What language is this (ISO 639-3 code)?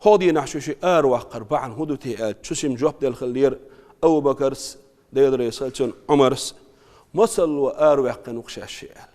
che